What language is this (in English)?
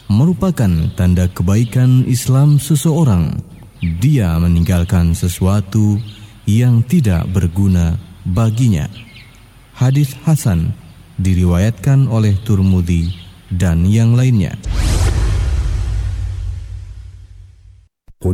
Indonesian